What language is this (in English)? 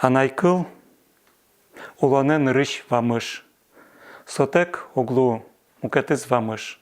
Udmurt